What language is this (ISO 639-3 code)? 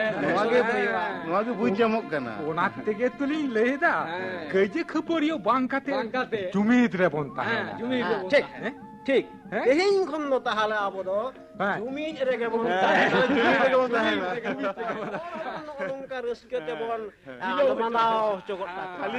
sat